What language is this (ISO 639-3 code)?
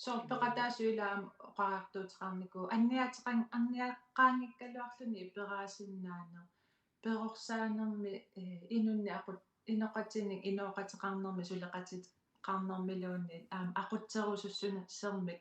kal